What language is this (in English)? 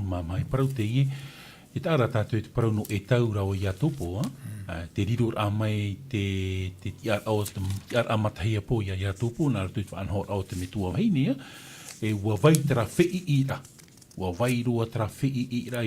Tahitian